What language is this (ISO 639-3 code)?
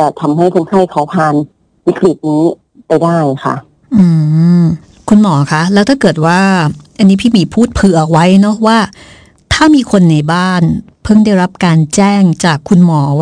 tha